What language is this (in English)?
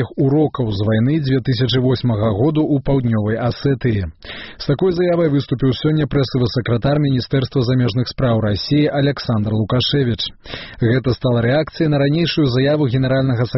Belarusian